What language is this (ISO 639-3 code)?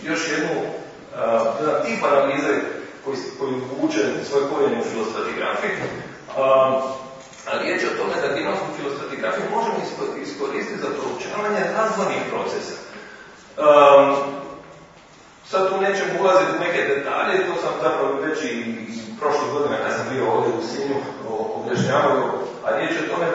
hrv